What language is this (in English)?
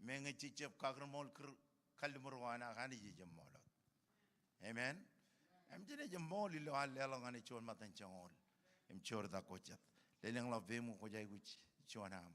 Marshallese